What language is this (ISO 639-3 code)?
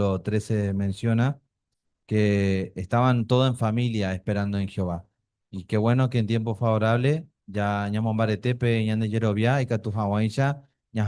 grn